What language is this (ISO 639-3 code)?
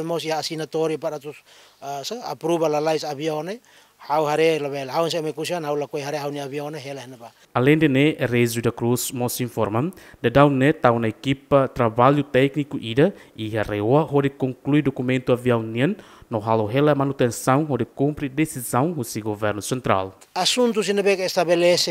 tet